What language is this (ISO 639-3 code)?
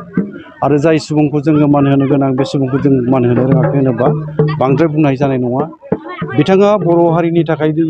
brx